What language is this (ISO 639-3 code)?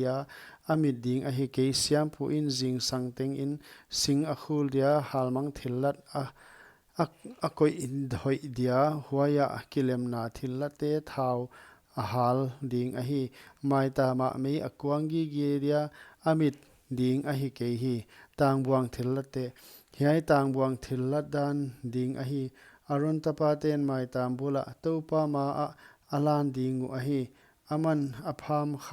pck